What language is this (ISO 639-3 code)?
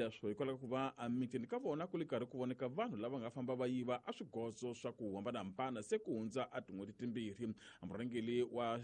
tso